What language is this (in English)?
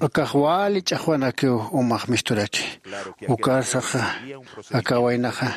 Aymara